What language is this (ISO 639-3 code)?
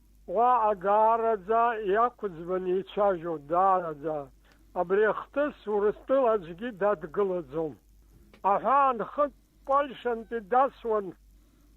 abk